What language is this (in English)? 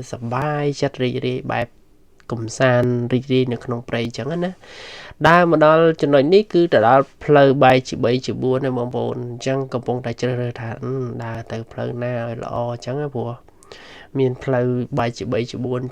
Khmer